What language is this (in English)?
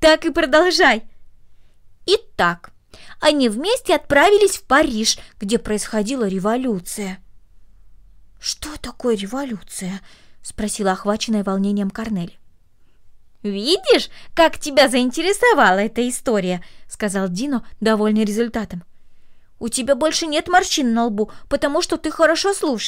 Russian